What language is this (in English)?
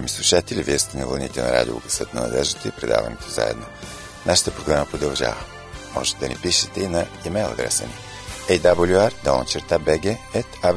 Bulgarian